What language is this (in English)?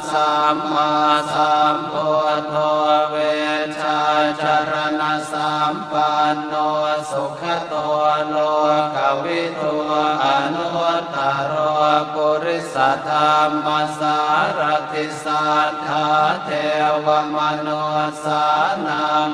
Pali